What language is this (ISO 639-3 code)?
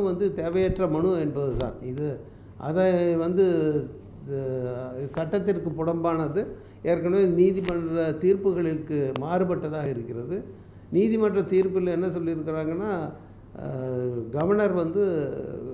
tam